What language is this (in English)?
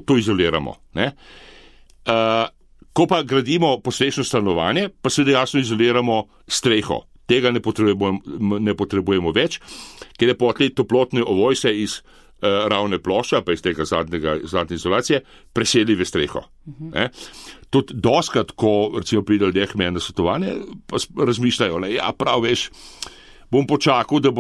Slovenian